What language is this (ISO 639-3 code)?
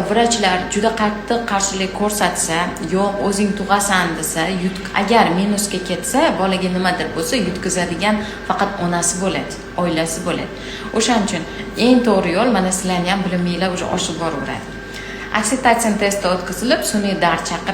uzb